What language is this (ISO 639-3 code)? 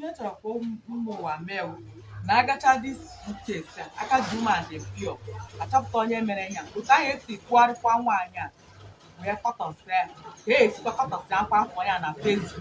ibo